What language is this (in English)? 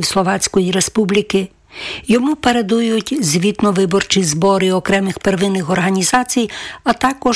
Ukrainian